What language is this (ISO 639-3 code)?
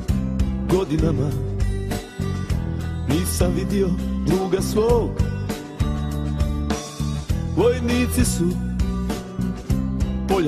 hrv